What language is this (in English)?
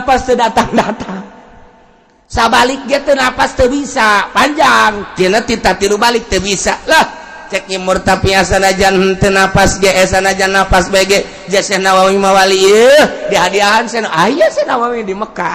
Sundanese